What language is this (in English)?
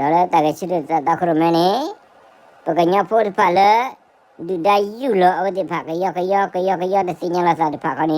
S'gaw Karen